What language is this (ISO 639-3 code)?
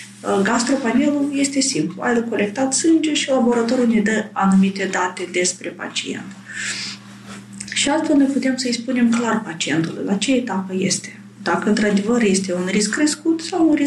ron